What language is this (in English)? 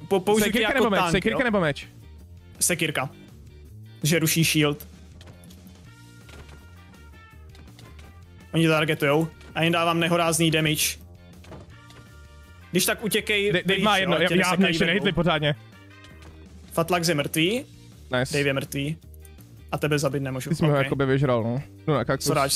Czech